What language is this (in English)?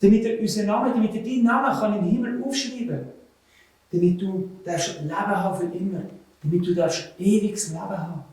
Swiss German